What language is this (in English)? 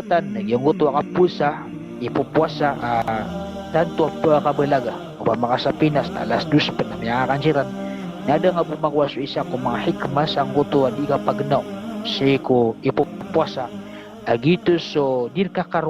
Maranao